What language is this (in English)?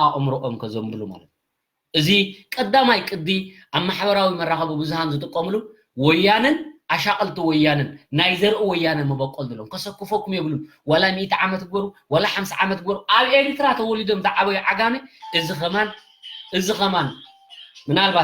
Tigrinya